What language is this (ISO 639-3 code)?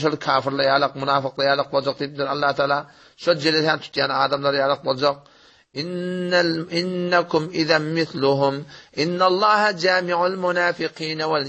tuk